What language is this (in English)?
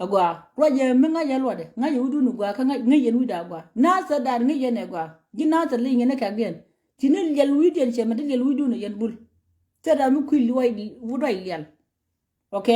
Nuer